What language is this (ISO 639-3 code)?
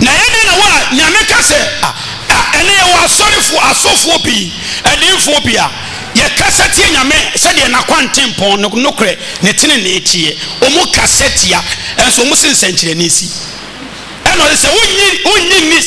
aka